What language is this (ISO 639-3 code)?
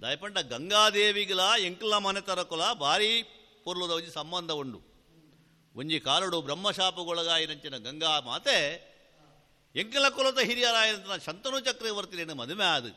tcy